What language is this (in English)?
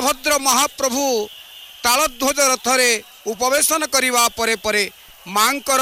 Odia